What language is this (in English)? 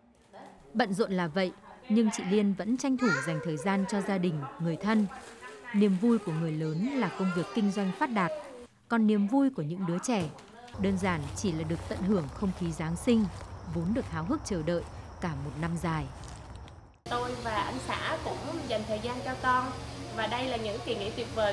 Vietnamese